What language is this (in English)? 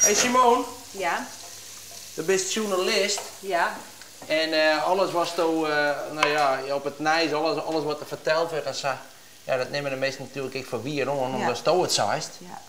Western Frisian